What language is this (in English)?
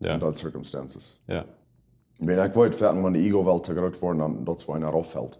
Plautdietsch